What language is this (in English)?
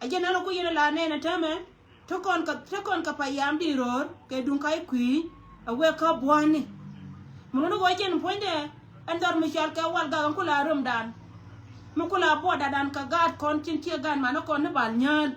Nuer